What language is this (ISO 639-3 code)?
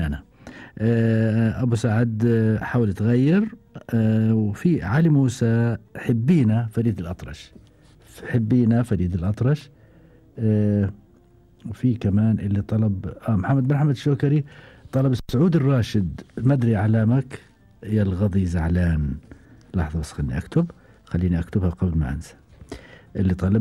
afb